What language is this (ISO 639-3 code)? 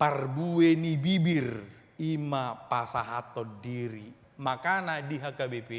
bbc